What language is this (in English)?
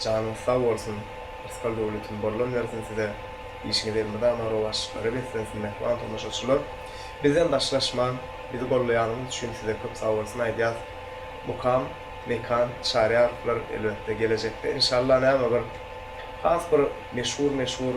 Turkmen